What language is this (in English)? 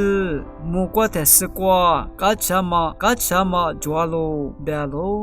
Lisu